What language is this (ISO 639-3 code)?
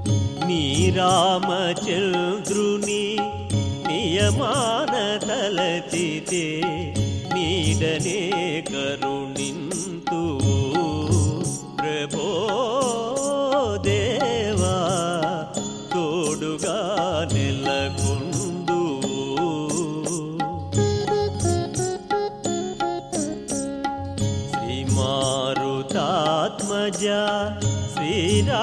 tel